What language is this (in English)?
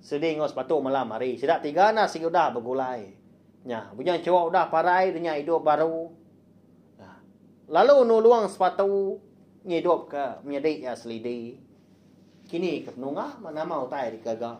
Iban